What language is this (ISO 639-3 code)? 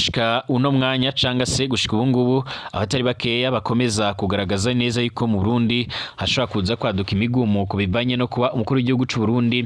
run